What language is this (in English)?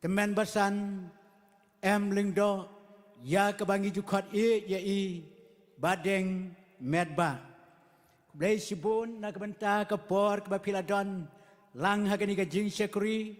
Khasi